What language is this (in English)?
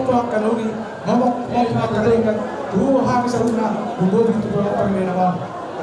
Batak Toba